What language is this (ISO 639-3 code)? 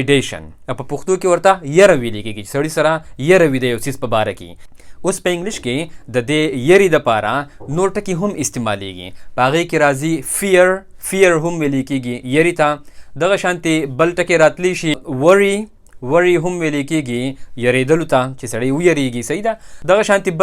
pus